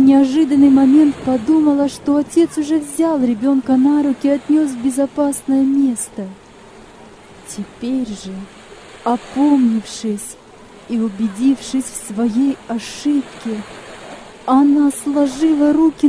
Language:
Russian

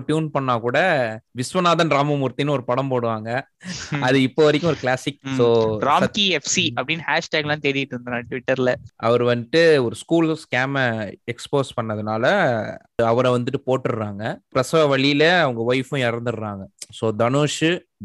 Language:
Tamil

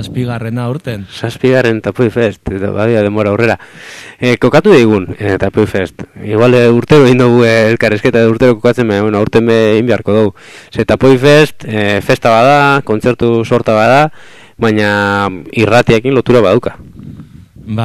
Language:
Basque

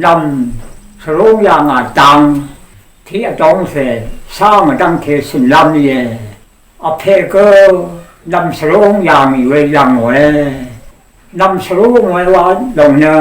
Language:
Rawang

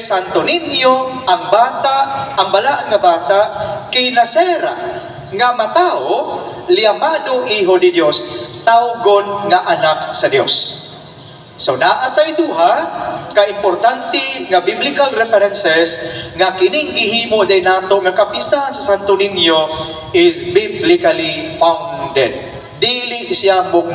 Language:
Cebuano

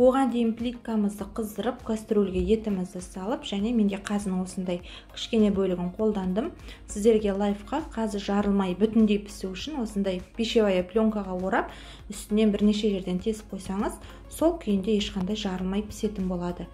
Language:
Kazakh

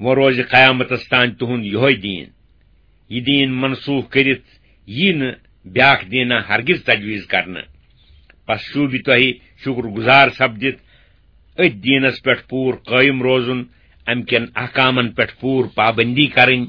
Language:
Kashmiri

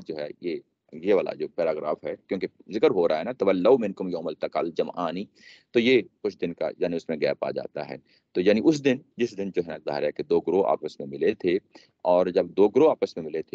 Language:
Urdu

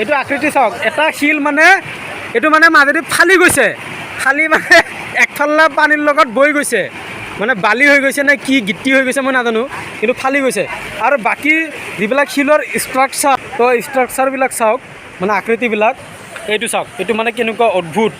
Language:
Assamese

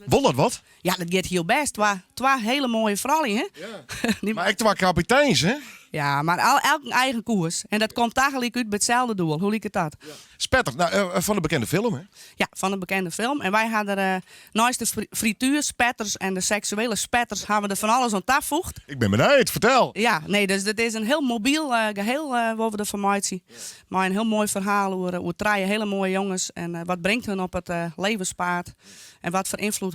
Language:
Western Frisian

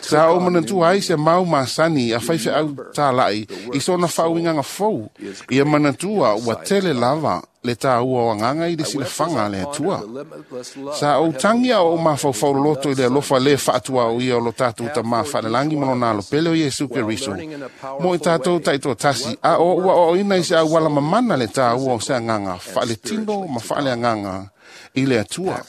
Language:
Samoan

